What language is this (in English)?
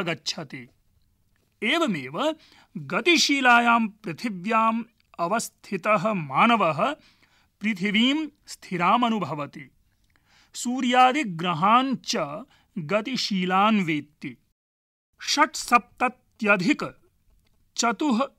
Sanskrit